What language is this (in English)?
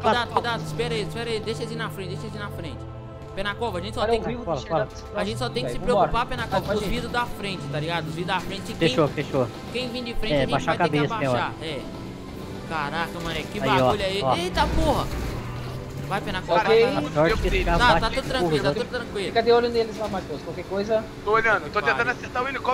Portuguese